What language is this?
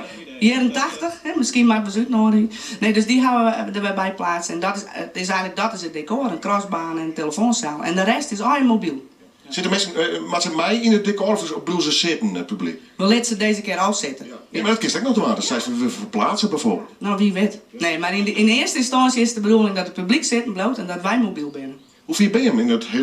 Western Frisian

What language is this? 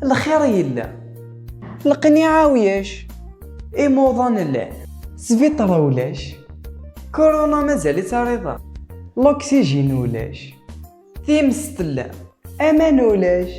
Kabyle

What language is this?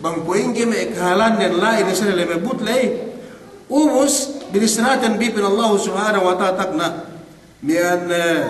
Yakan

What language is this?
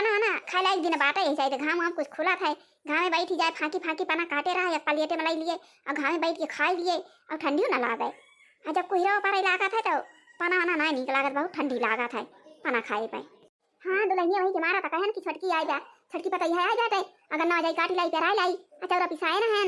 Awadhi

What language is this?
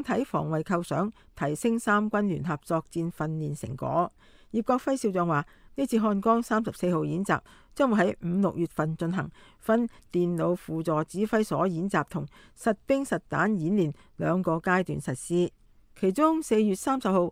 Cantonese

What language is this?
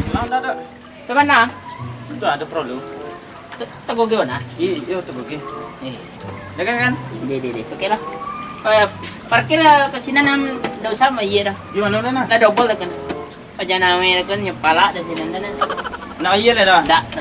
Minangkabau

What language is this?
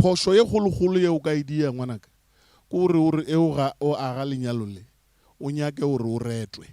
Northern Sotho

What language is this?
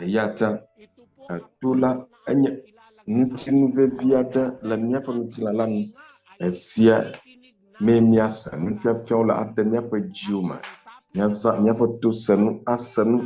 Ewe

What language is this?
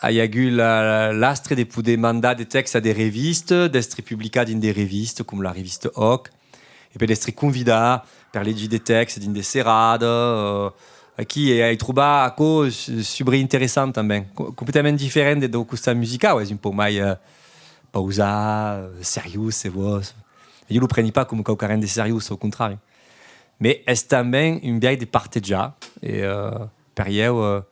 Occitan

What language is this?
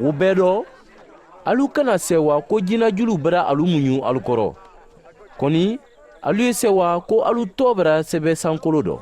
Mandingo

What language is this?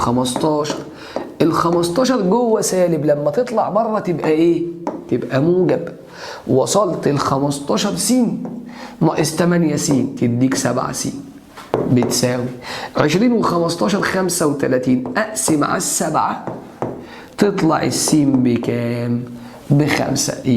Egyptian Arabic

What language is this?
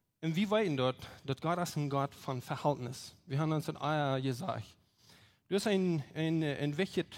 Plautdietsch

